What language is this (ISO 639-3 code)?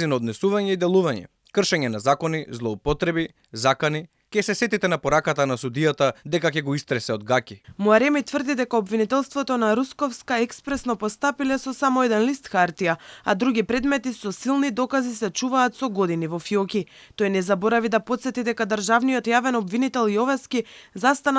mkd